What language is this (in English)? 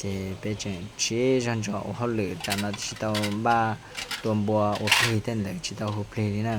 Hmong